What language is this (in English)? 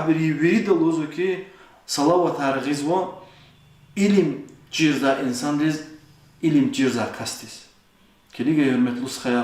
Lezghian